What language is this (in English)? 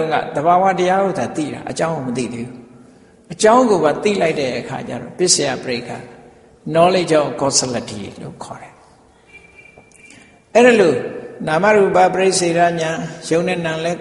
Burmese